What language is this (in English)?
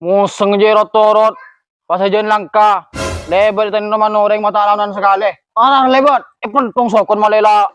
Madurese